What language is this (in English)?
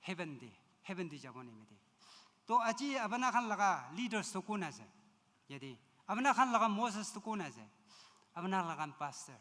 Naga Pidgin